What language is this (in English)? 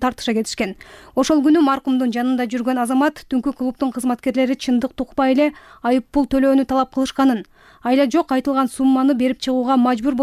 Kyrgyz